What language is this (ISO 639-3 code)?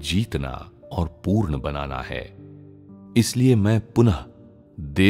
hin